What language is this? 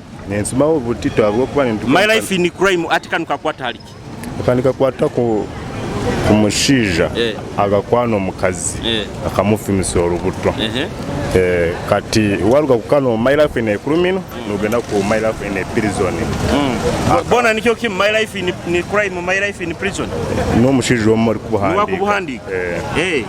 Nyoro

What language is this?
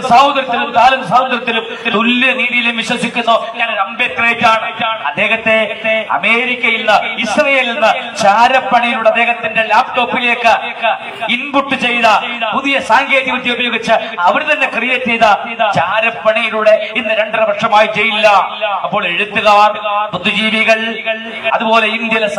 Malayalam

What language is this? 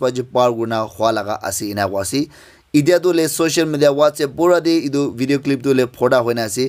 Naga Pidgin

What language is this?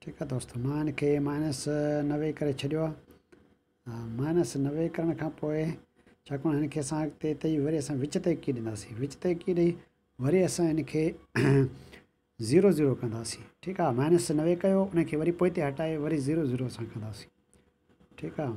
Sindhi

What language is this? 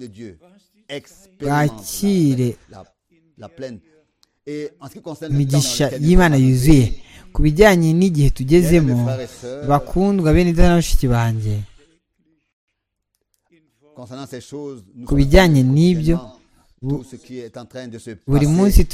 Kinyarwanda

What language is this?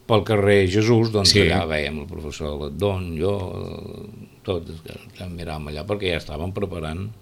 Catalan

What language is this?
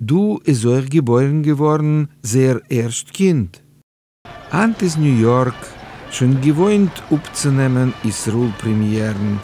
Yiddish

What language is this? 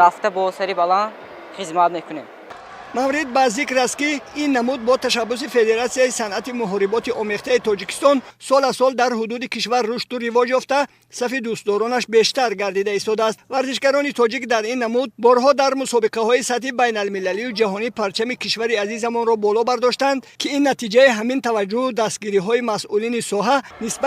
Tajik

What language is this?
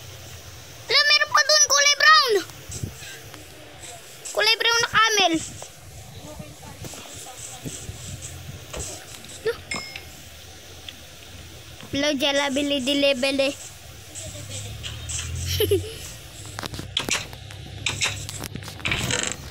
Filipino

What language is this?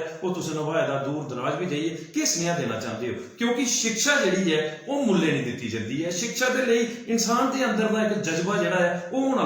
Dogri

